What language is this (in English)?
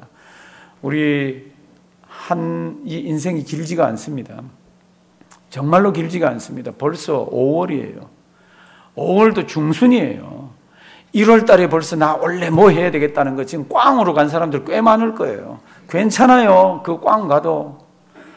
Korean